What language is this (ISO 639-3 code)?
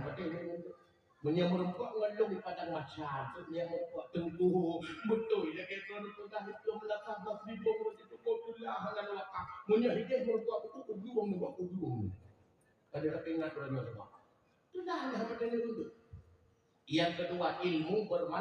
ace